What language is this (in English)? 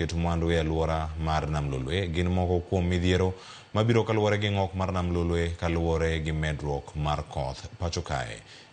Luo (Kenya and Tanzania)